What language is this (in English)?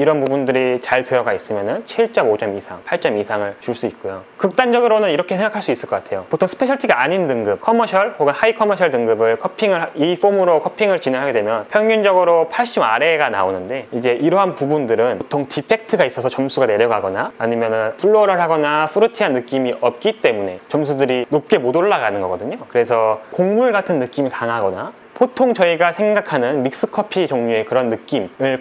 Korean